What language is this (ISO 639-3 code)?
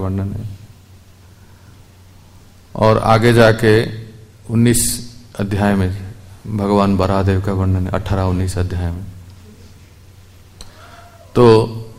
hin